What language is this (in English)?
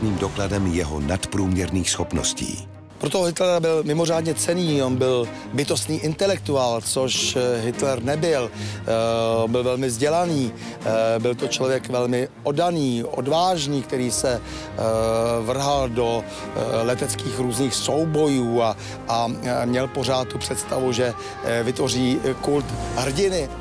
Czech